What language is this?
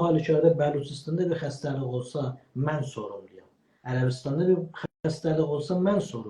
South Azerbaijani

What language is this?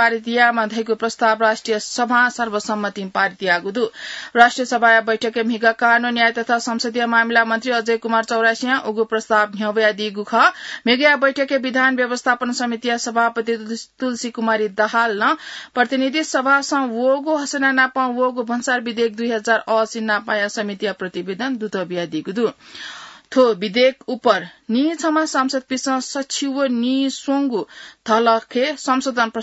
Newari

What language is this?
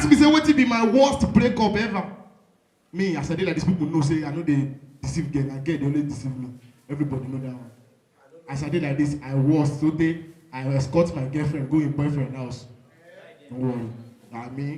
Nigerian Pidgin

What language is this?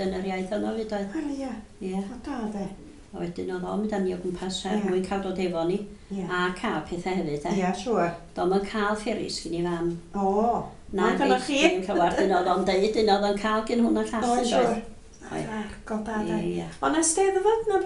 Welsh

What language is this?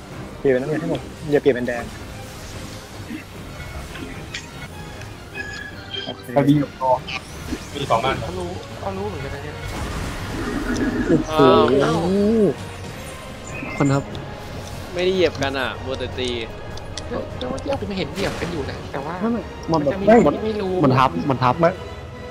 Thai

